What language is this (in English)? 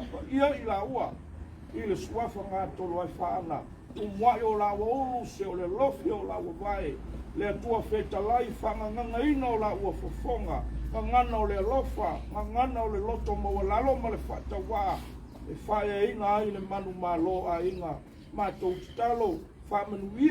Samoan